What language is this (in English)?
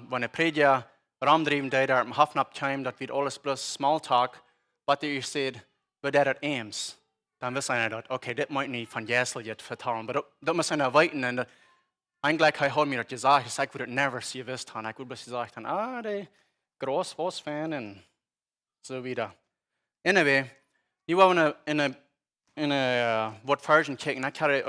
Plautdietsch